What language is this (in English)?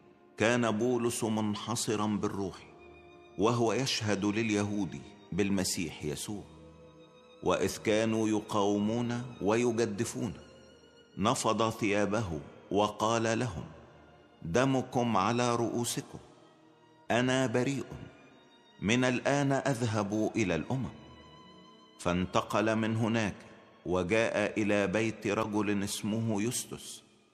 Egyptian Arabic